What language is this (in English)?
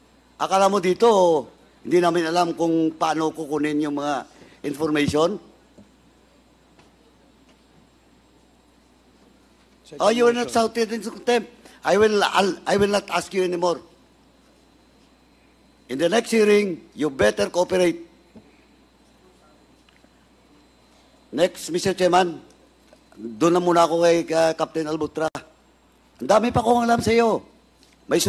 Filipino